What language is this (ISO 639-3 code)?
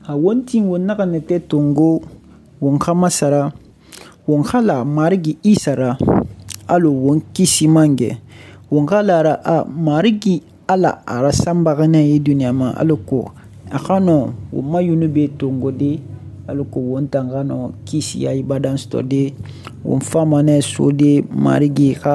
sus